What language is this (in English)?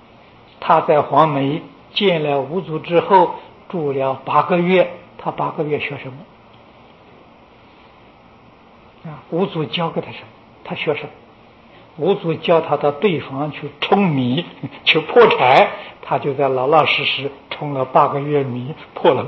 Chinese